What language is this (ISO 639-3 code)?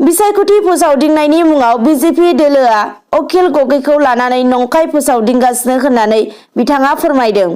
brx